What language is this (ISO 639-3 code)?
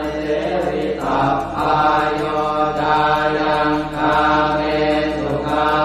pli